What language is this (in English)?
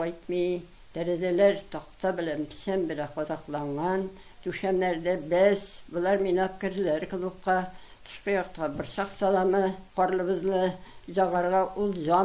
Tatar